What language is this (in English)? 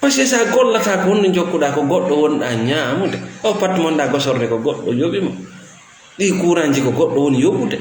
Fula